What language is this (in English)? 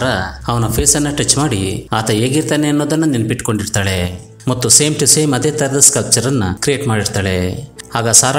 Kannada